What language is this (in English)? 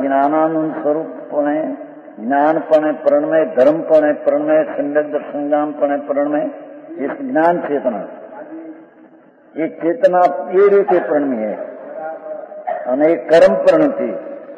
Hindi